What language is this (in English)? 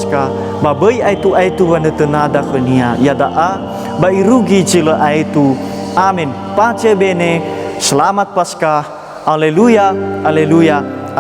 Nias